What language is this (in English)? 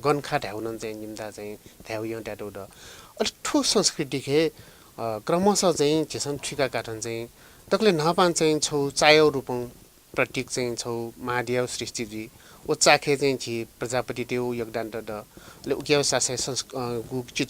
Newari